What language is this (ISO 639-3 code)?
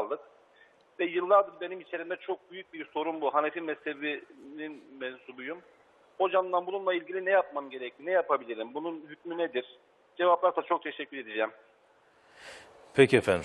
tur